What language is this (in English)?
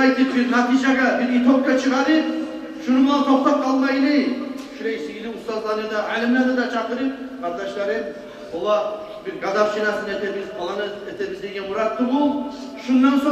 Kumyk